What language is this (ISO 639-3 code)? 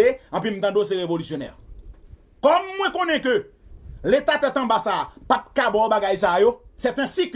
hat